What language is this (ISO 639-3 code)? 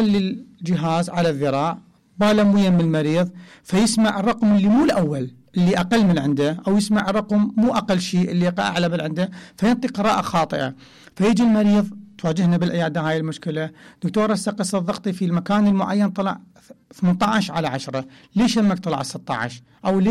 acm